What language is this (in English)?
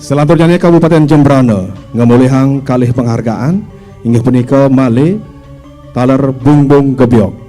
Balinese